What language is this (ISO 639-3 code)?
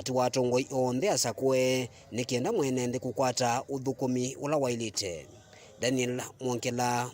kam